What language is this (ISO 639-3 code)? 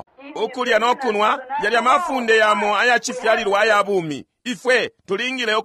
bem